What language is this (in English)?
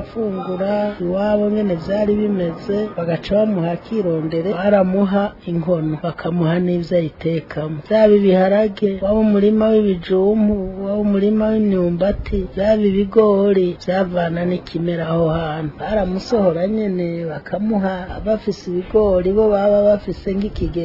Rundi